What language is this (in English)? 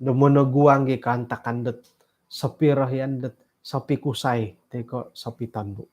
Central Dusun